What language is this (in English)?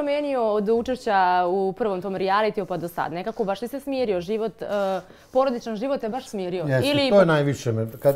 Serbian